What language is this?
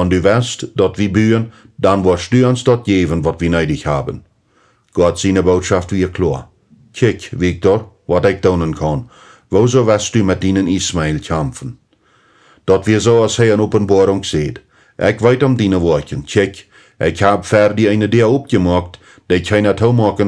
Plautdietsch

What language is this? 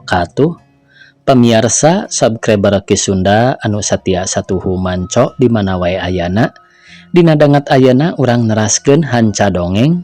Sundanese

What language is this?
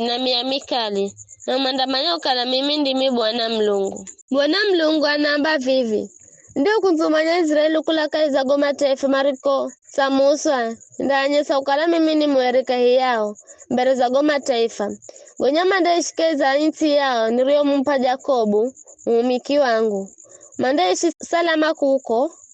Giryama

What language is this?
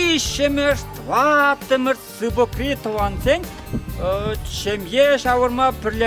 Chuvash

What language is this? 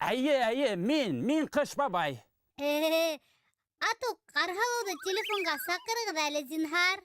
Bashkir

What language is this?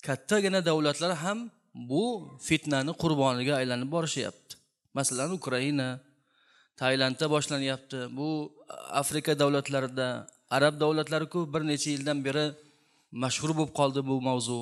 Uzbek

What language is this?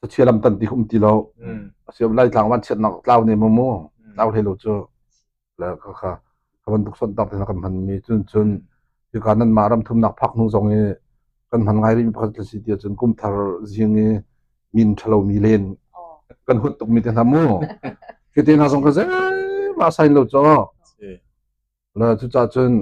Hakha Chin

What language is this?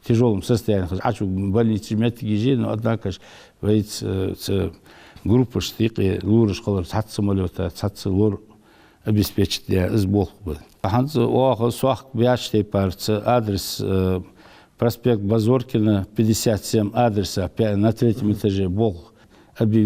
Ingush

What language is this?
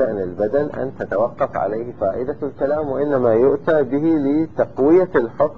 Arabic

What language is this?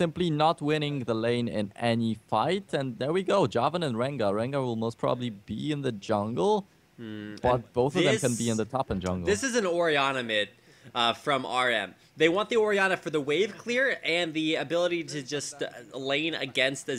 English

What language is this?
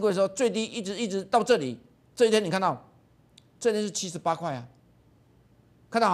Chinese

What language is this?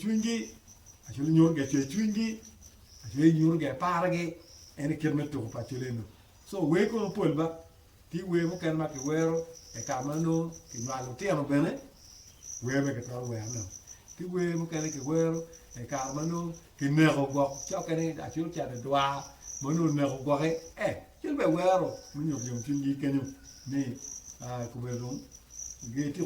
Acoli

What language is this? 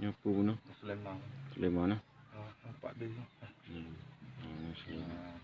Achinese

